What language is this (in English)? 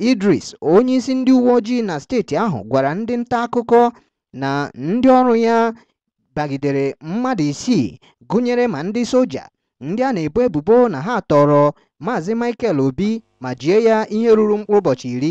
Igbo